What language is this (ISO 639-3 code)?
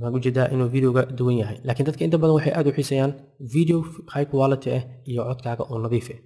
som